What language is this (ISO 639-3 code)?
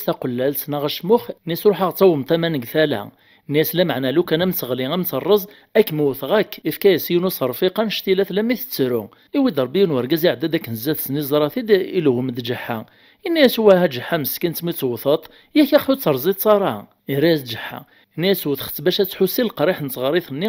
kab